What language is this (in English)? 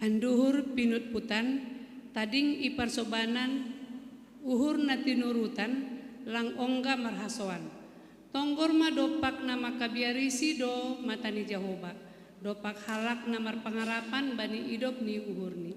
Batak Simalungun